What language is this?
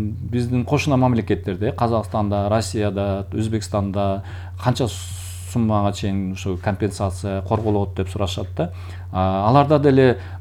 Kyrgyz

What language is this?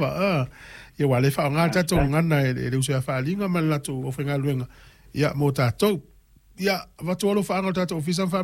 Samoan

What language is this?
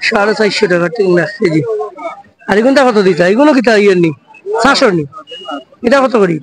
Sylheti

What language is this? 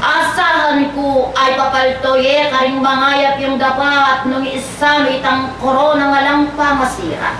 Pampanga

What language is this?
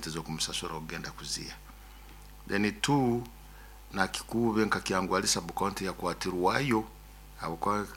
Nyoro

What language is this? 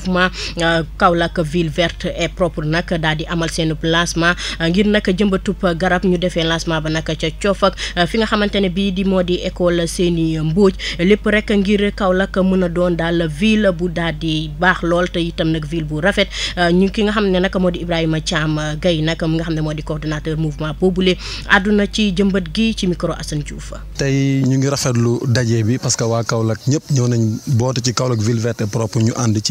Wolof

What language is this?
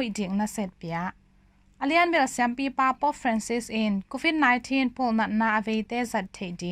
Tedim Chin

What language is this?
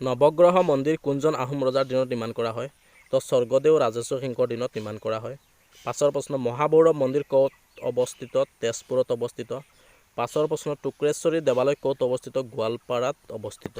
Assamese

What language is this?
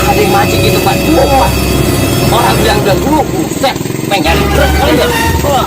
Betawi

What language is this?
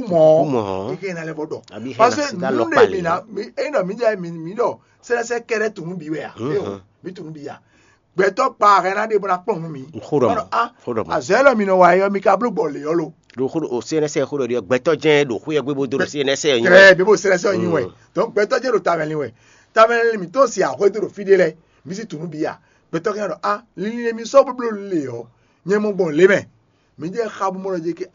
Fon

